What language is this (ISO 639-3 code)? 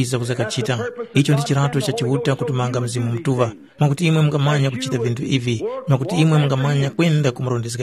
tum